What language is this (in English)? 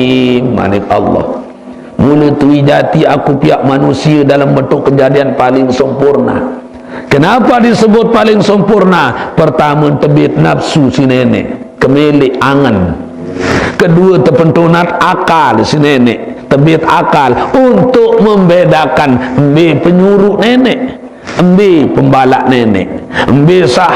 Sasak